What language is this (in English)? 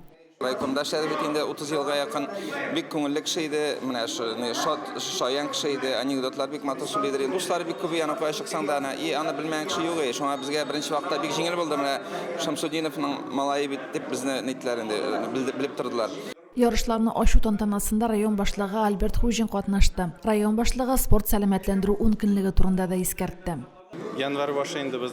Tatar